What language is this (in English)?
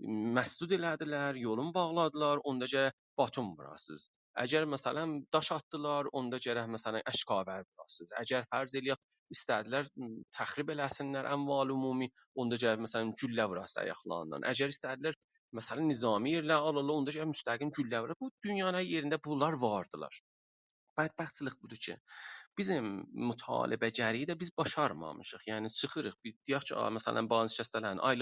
South Azerbaijani